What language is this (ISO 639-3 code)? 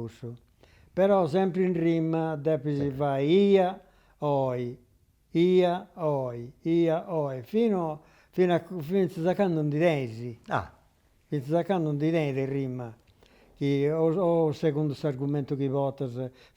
srd